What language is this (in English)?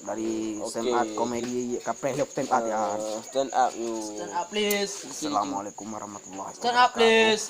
Achinese